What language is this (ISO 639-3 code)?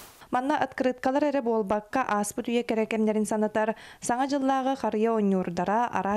sah